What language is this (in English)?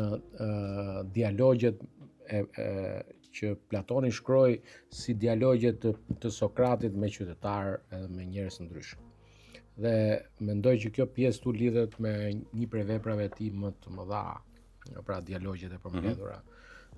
Albanian